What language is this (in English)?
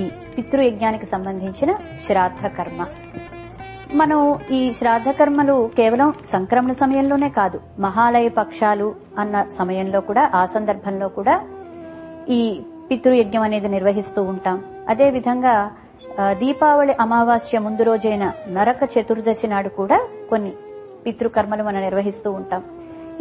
Telugu